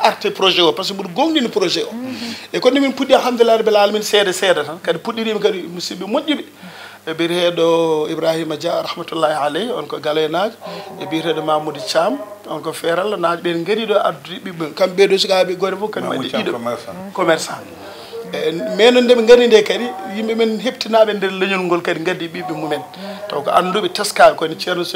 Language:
Fula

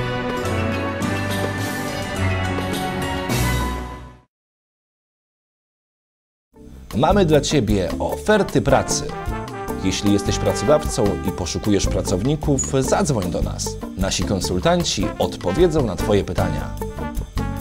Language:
Polish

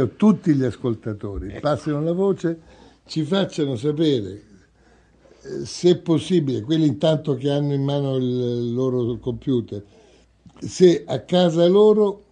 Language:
Italian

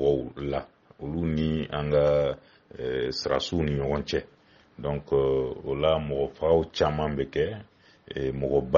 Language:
Bambara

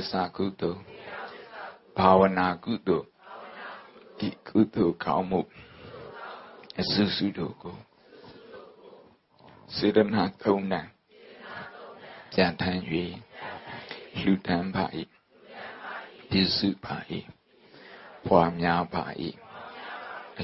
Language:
Burmese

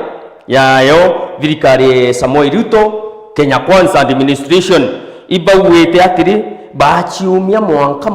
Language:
Meru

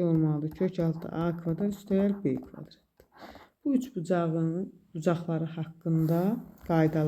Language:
Azerbaijani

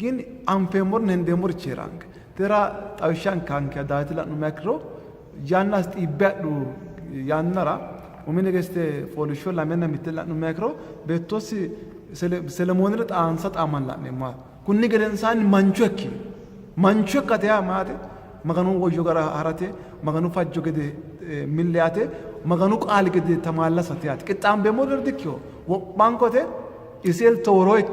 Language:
Sidamo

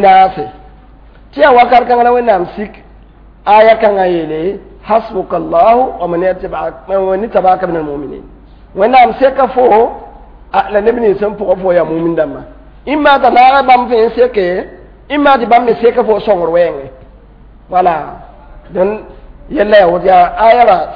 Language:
Mossi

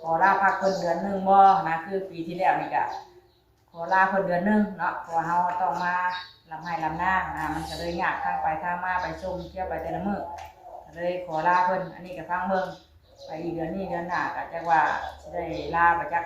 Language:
Northeastern Thai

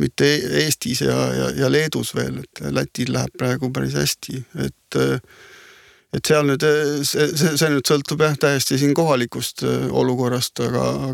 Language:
Estonian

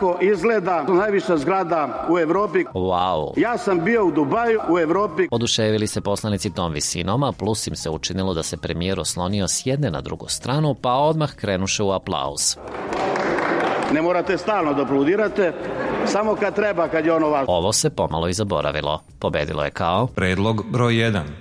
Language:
Serbian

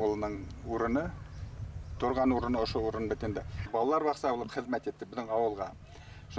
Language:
Bashkir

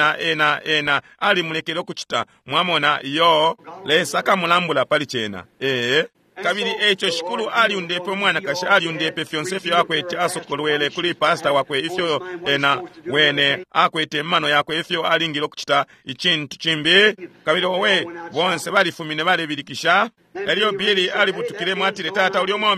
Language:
Bemba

